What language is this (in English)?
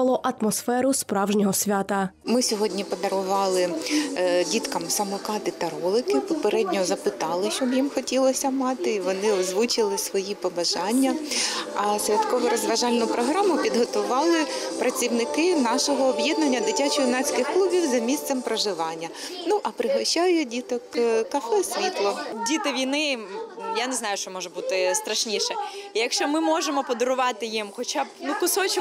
Ukrainian